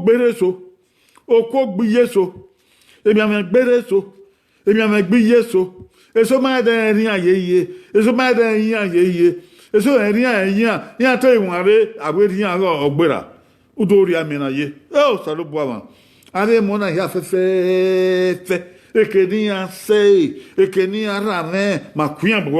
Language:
Bini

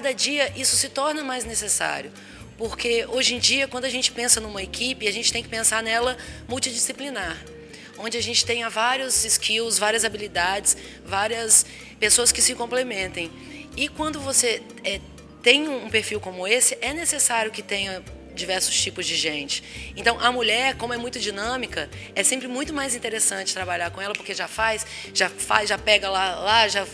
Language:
Portuguese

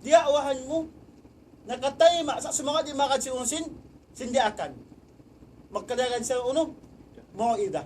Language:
Tausug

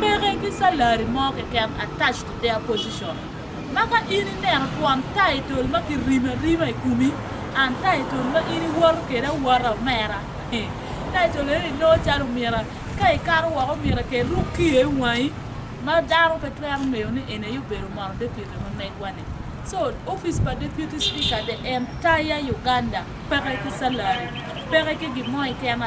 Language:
Acoli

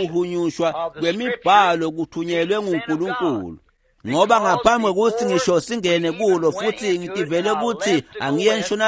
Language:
Swati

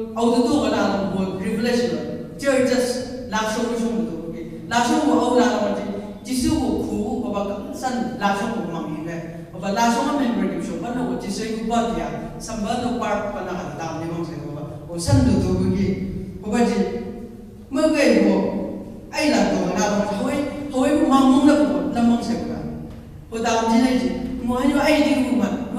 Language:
Chang Naga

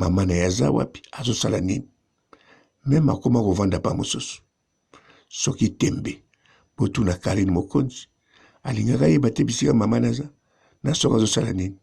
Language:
Lingala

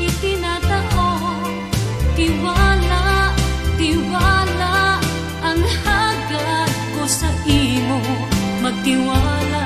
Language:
Bikol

